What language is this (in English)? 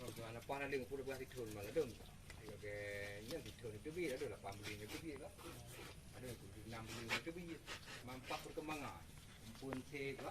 Achinese